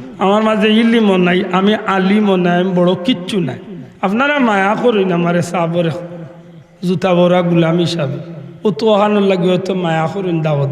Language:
Sylheti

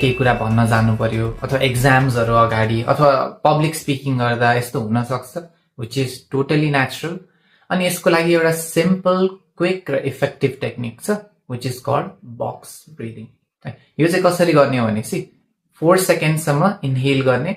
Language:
Nepali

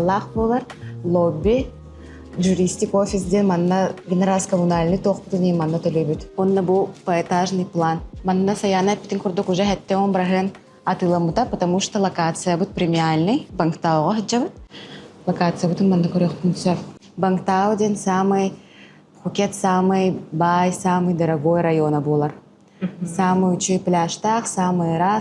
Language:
Yakut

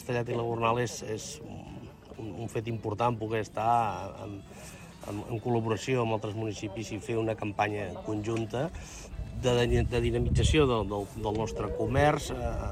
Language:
Catalan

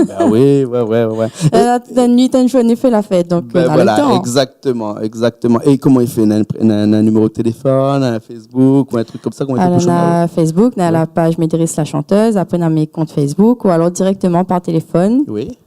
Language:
Réunion Creole French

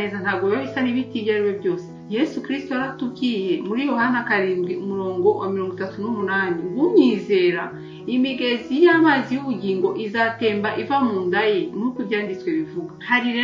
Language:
Kinyarwanda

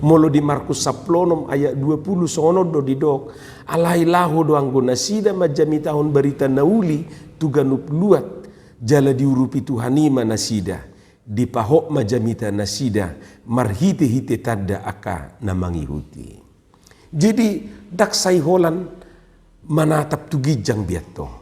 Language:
Batak Toba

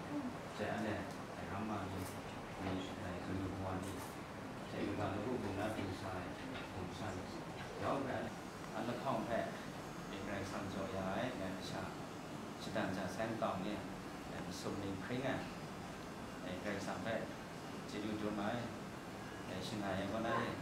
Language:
Kachin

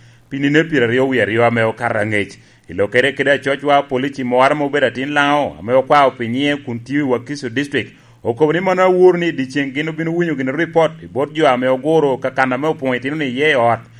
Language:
Lango (Uganda)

